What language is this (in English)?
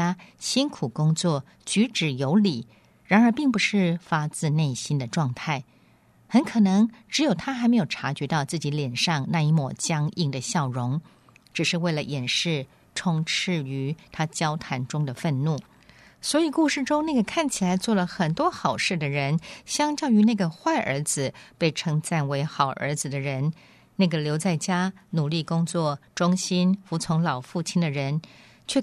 Chinese